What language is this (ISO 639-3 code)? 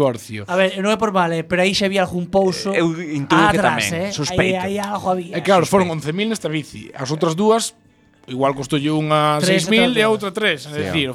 glg